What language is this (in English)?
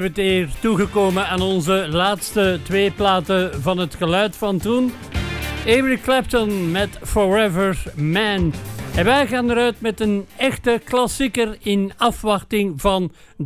Dutch